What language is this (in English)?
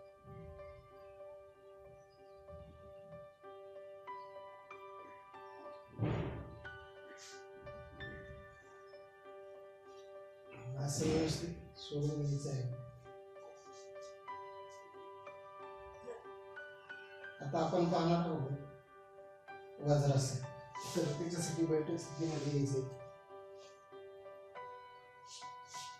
Marathi